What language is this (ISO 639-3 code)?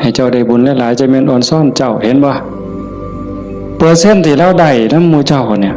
tts